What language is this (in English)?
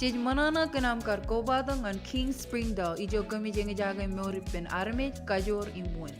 Marshallese